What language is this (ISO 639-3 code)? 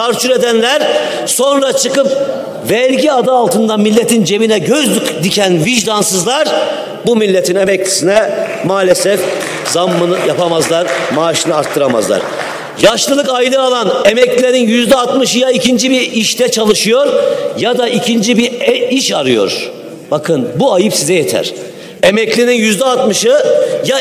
tur